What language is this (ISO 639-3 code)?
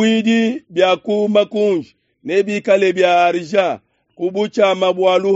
lua